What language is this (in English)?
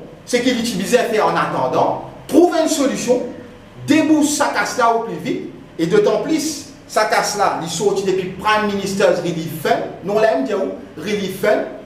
Morisyen